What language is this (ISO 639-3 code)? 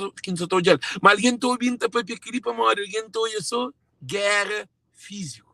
kea